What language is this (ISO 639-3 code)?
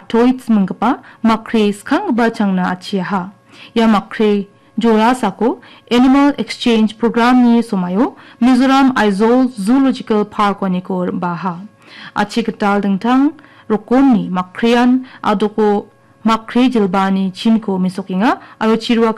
grt